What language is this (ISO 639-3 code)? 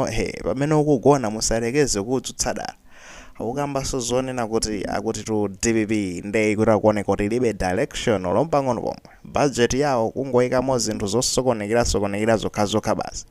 nya